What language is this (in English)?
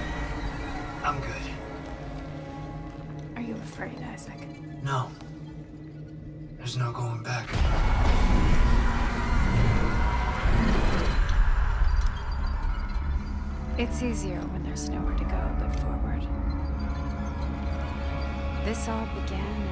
English